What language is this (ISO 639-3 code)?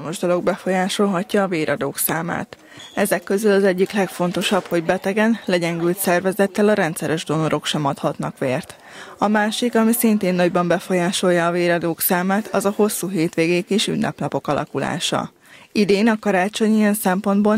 hun